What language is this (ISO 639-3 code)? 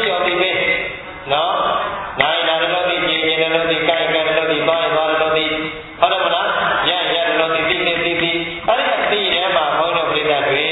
mya